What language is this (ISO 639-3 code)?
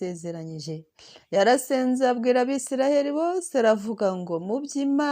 kin